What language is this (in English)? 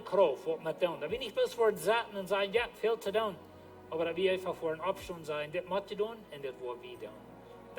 Plautdietsch